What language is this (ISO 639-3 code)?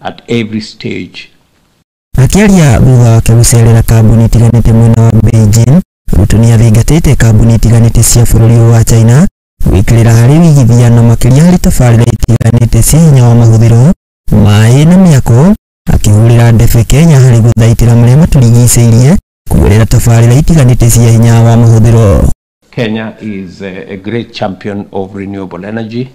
kik